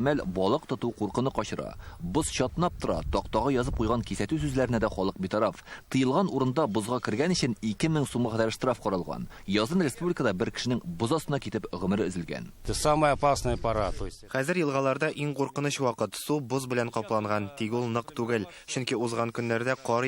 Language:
Tatar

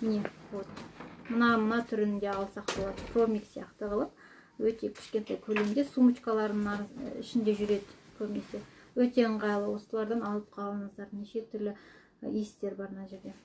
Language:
Kazakh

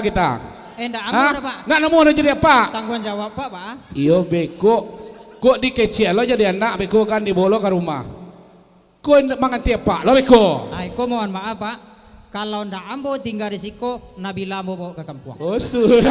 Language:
Minangkabau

